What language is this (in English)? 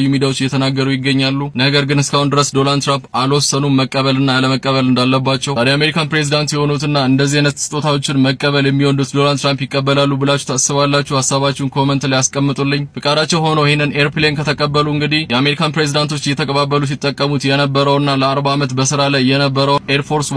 Amharic